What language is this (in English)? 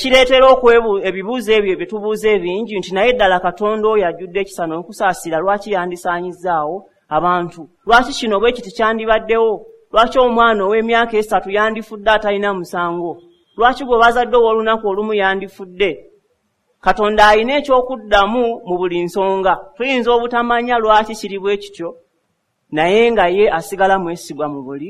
Ganda